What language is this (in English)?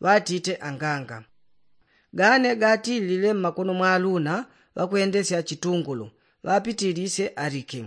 Yao